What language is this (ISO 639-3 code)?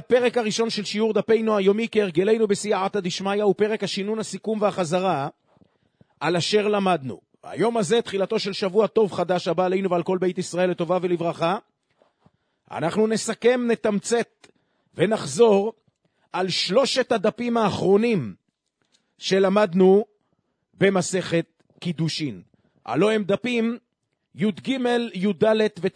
heb